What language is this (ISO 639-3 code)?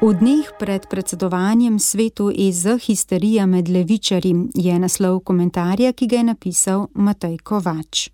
slv